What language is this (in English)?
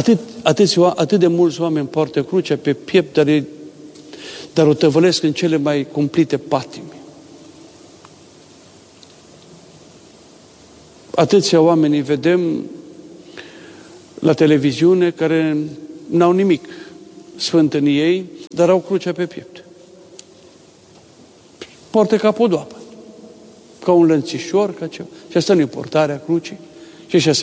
Romanian